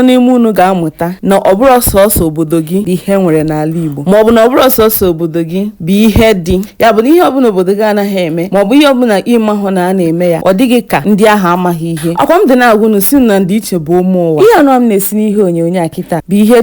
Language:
Igbo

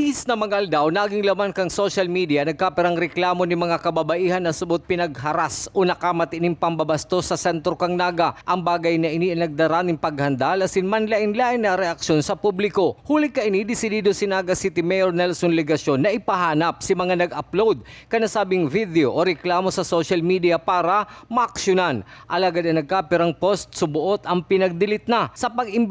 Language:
Bikol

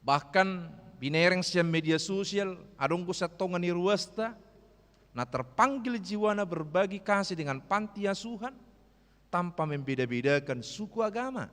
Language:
Batak Toba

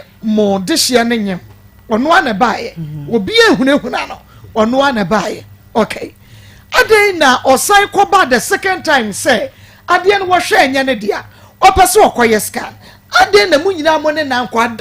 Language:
Akan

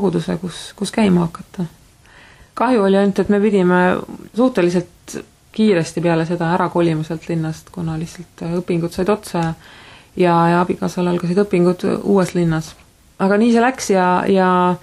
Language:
Estonian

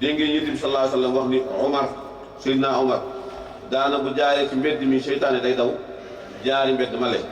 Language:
Wolof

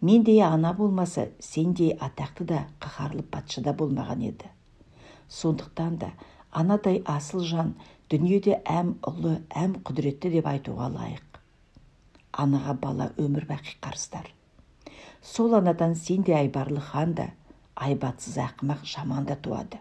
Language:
Kazakh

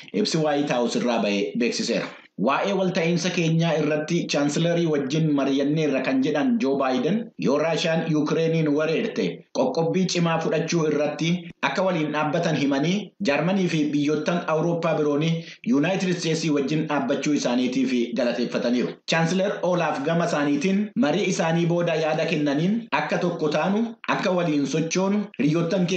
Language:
Oromo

